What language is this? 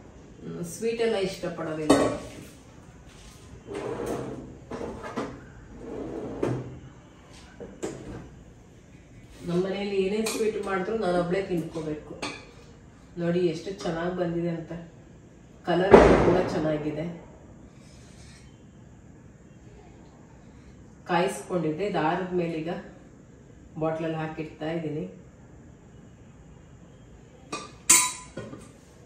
Kannada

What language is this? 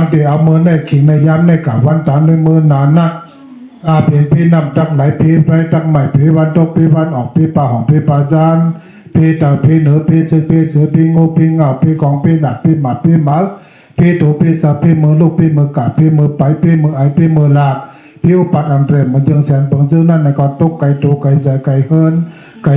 Shan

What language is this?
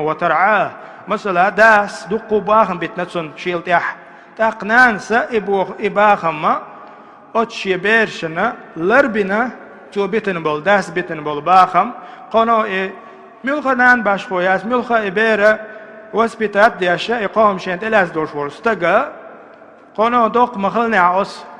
Chechen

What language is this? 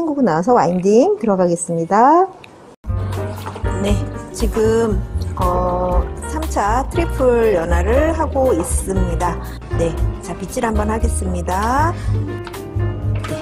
Korean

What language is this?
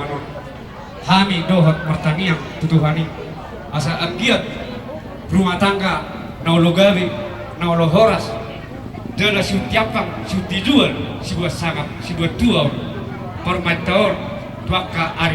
Batak Toba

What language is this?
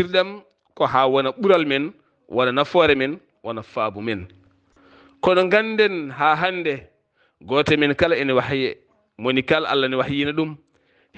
Fula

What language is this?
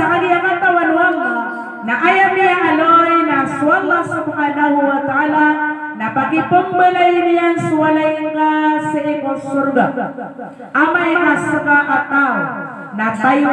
Maranao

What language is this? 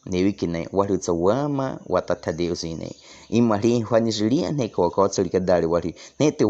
Baniwa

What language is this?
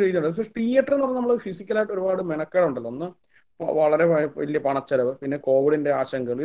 Malayalam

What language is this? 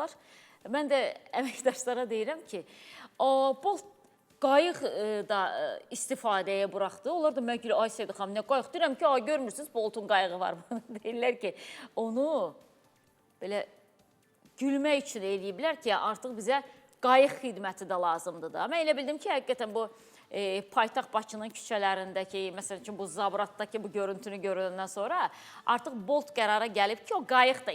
Azerbaijani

